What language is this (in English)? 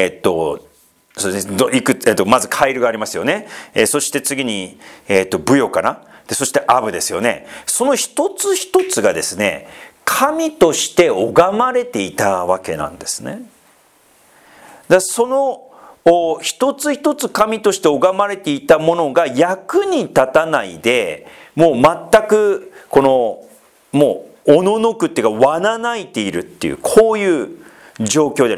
Japanese